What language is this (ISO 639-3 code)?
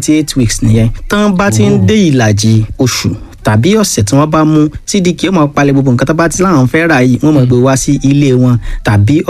yor